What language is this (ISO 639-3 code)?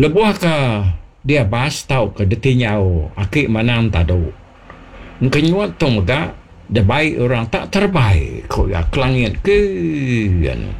iba